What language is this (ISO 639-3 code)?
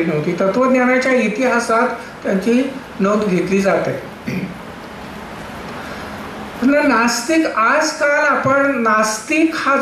mar